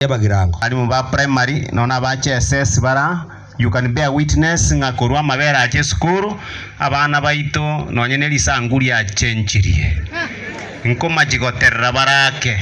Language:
Gusii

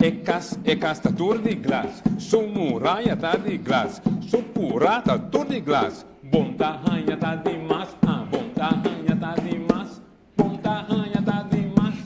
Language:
Papiamento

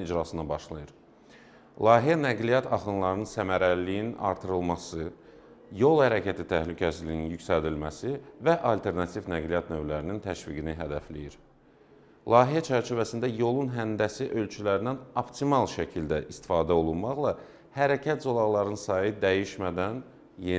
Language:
Azerbaijani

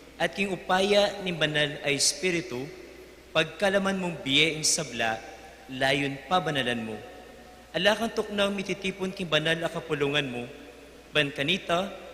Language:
Pampanga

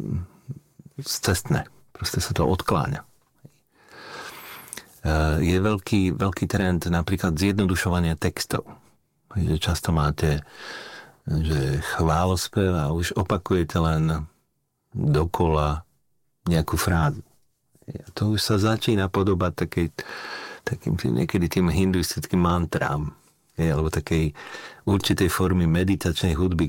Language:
Slovak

